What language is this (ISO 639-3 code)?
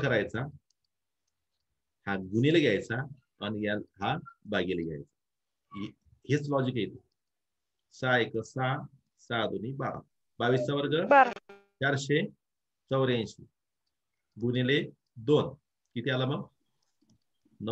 mar